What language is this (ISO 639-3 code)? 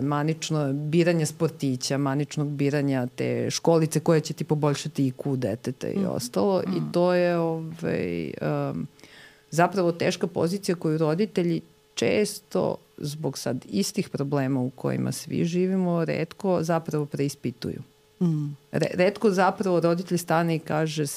srp